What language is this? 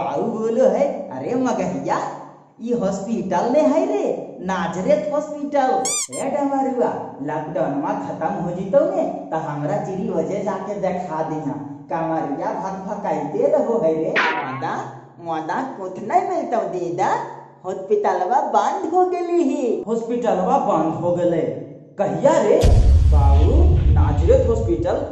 Magahi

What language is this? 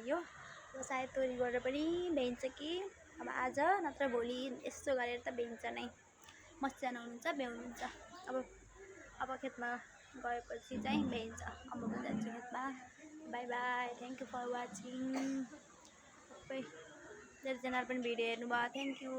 Nepali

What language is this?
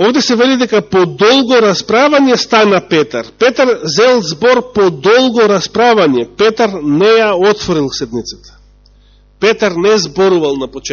Macedonian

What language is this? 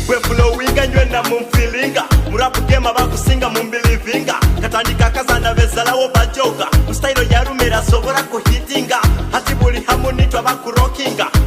Nyoro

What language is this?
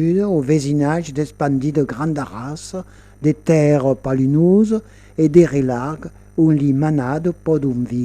Occitan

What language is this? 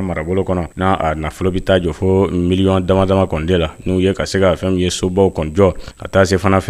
Bambara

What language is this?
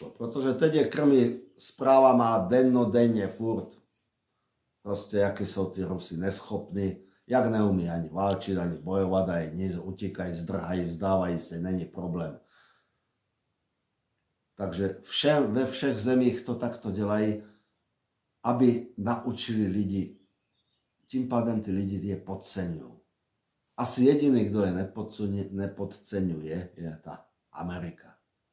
Czech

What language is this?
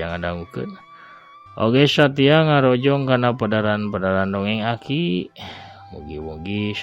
Sundanese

